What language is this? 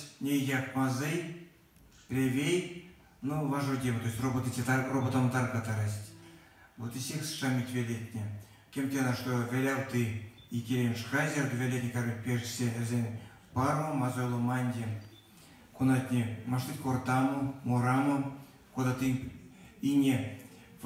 Erzya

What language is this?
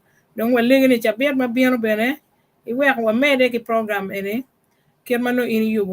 Acoli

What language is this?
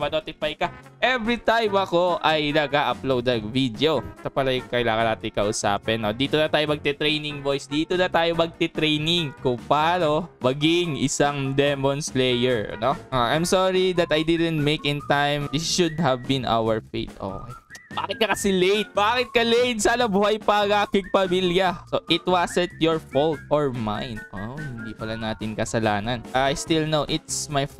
Filipino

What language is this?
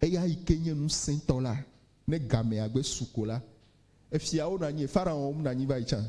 Ewe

